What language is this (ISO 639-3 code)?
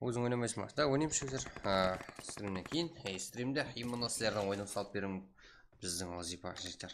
kaa